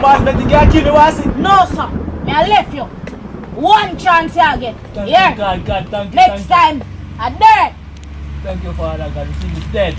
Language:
Jamaican Creole English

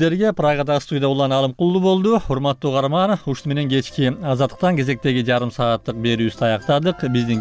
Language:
Kyrgyz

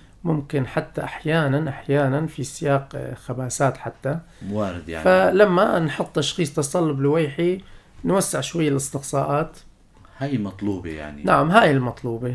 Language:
North Levantine Arabic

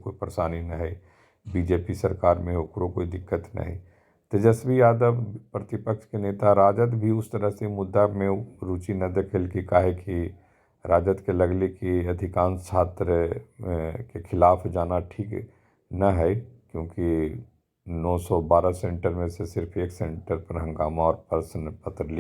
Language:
Magahi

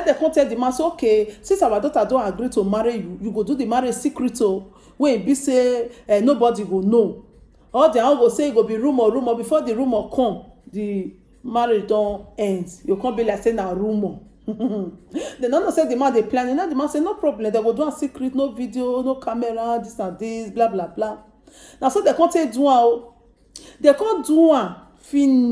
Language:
Nigerian Pidgin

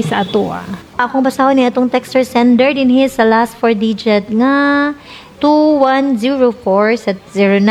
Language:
Cebuano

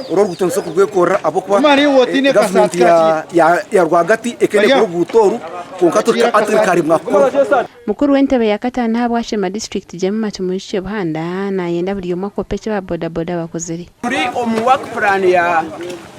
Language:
Nyankole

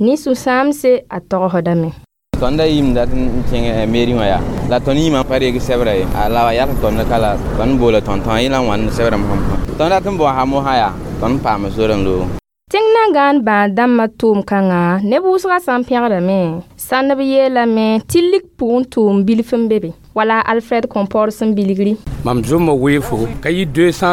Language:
Mossi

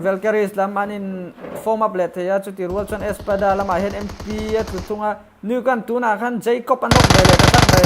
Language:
Mizo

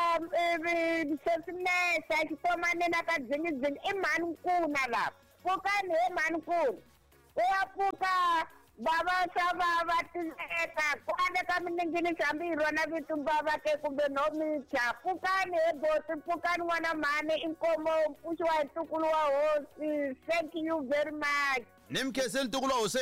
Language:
Tsonga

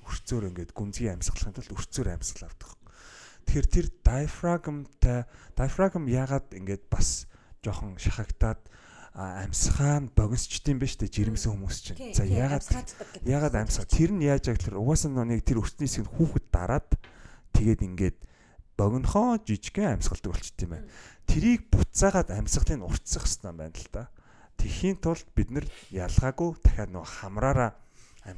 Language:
Mongolian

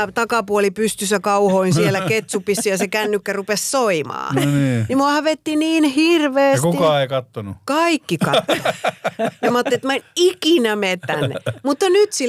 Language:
Finnish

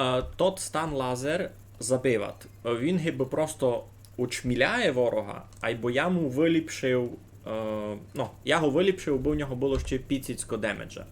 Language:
Rusyn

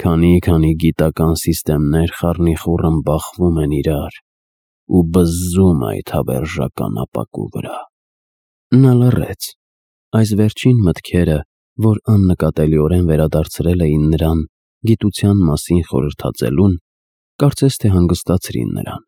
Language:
Armenian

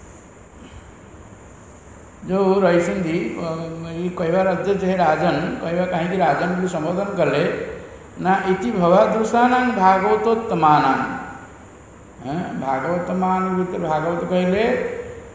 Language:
Odia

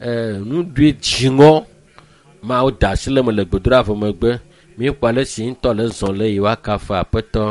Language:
Ewe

